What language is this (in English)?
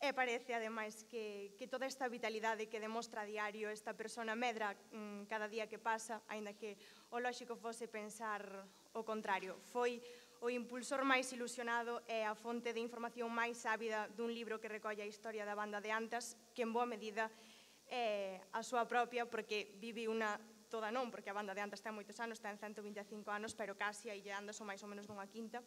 Galician